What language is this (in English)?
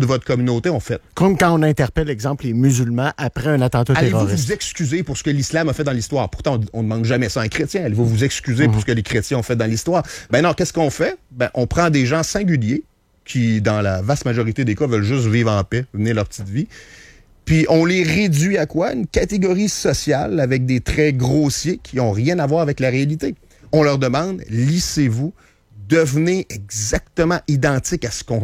French